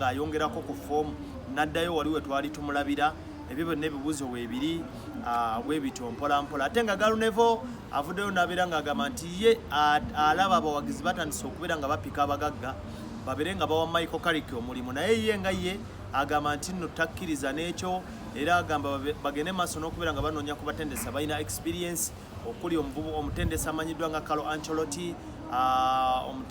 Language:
Ganda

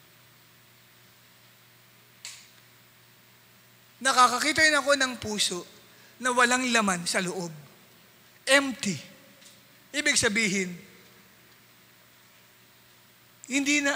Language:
Filipino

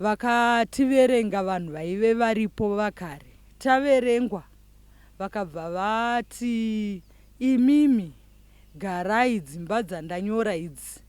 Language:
Shona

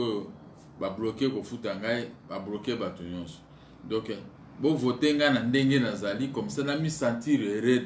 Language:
Lingala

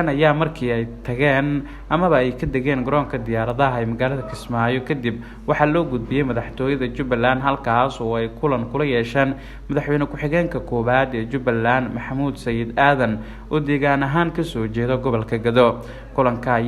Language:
Somali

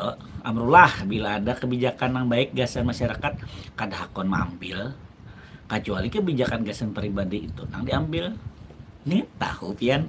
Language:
Banjar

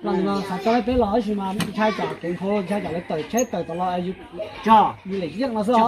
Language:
Hmong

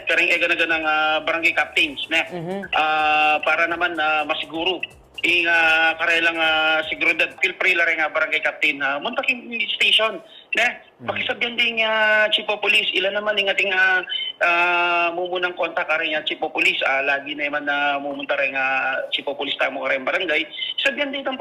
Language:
Pampanga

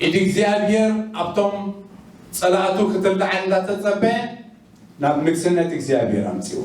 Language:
Tigrinya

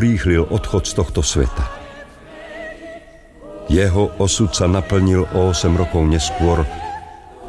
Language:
Slovak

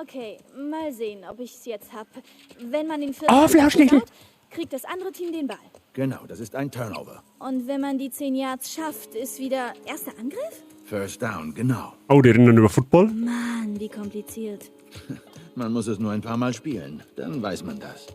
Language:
Bavarian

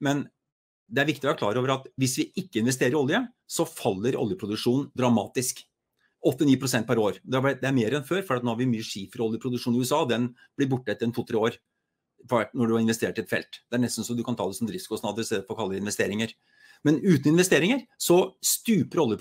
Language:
Norwegian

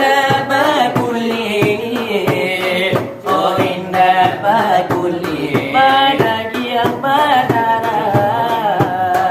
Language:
Minangkabau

